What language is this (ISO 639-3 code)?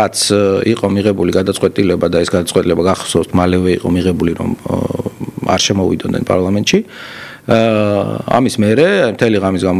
kat